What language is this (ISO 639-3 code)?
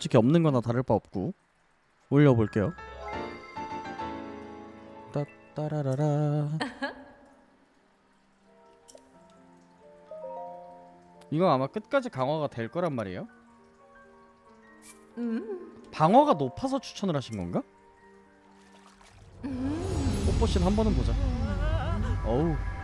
kor